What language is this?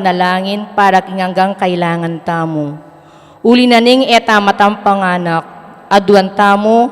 Pampanga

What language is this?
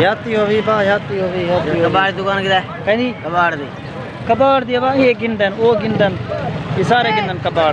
Saraiki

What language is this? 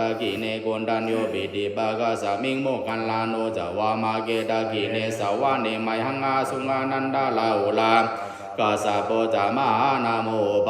Pali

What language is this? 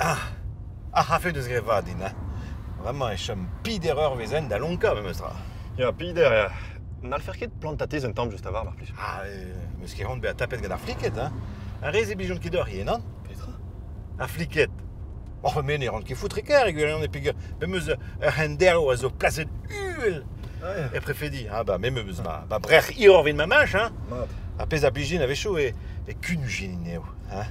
Breton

